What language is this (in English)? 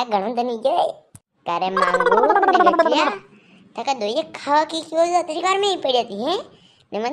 Rajasthani